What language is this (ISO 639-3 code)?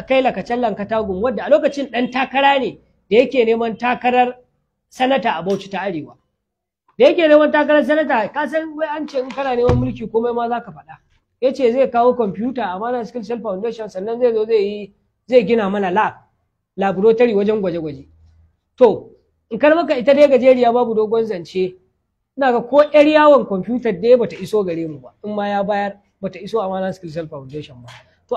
hau